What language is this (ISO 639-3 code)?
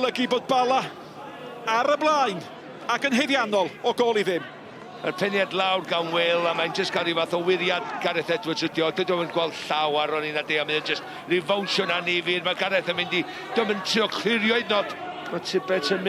cym